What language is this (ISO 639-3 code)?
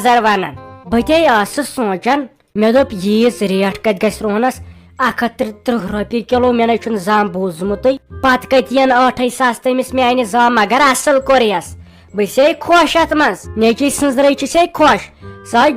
kas